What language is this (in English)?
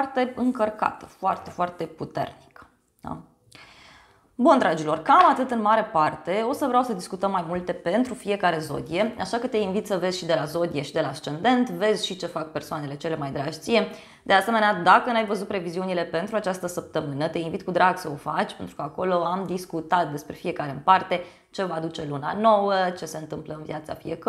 Romanian